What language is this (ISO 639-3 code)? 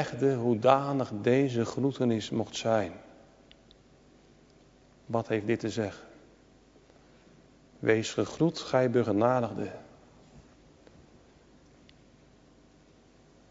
nld